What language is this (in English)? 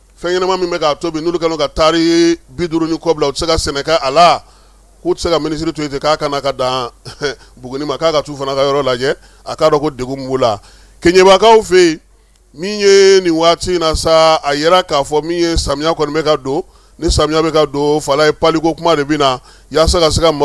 Bambara